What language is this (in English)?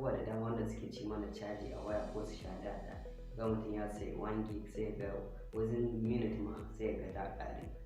Hausa